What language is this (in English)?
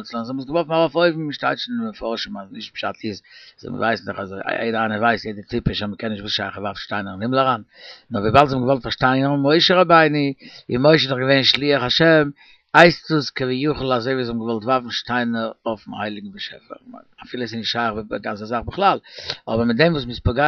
Yiddish